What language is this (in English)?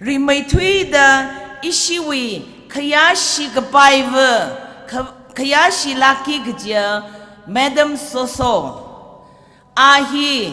Tangkhul Naga (India)